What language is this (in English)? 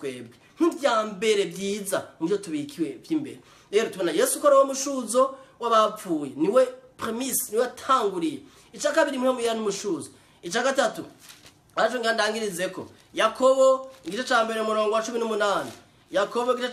Rundi